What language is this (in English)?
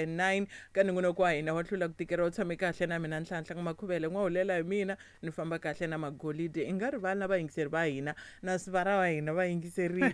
Tsonga